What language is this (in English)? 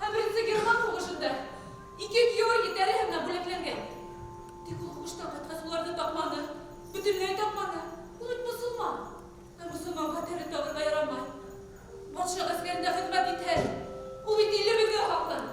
Bashkir